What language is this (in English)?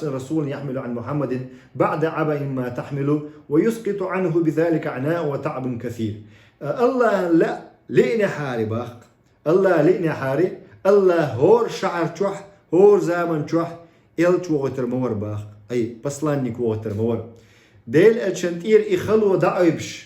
Chechen